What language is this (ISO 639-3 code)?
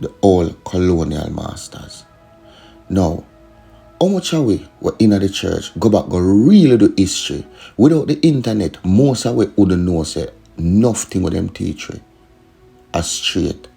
jam